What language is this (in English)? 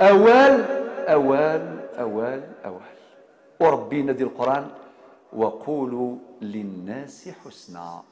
Kabyle